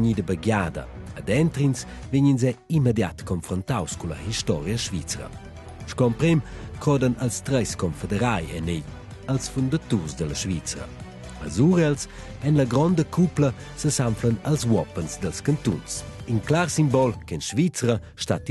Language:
Romansh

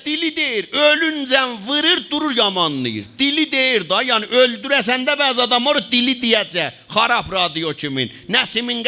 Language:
South Azerbaijani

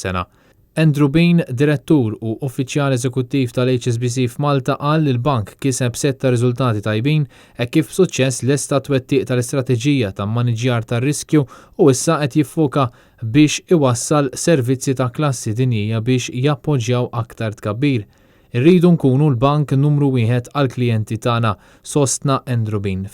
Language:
Maltese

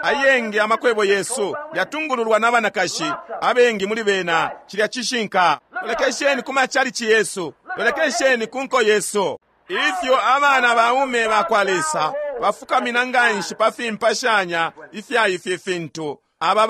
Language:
Bemba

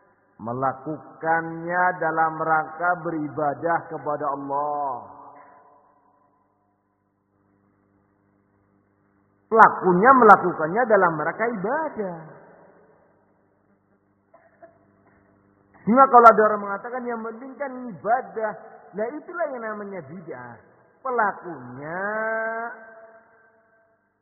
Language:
Indonesian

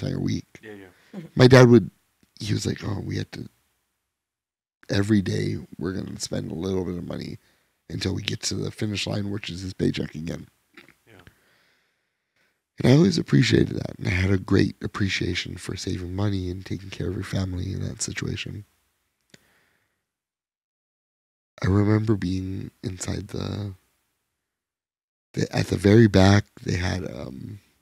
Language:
English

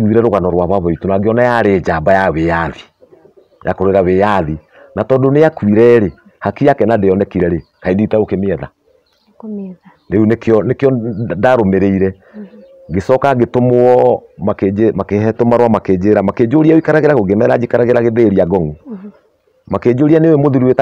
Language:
Kikuyu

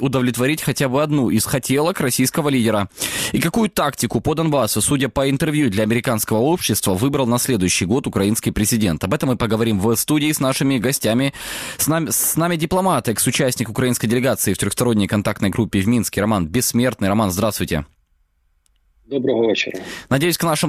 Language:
Russian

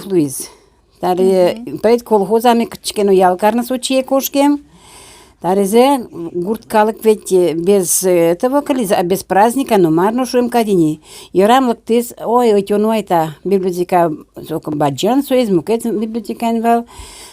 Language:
Udmurt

